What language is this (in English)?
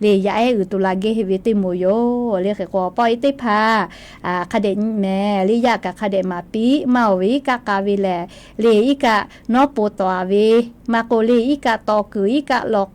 Lahu